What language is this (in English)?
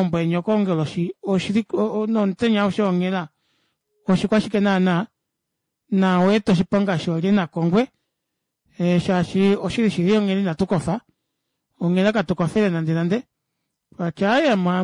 Kuanyama